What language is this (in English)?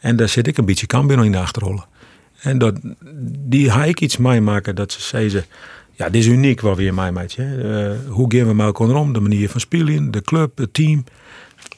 Western Frisian